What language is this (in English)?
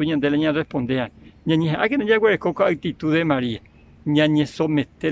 Guarani